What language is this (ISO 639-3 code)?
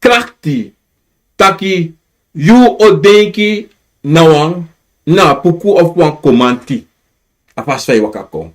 srn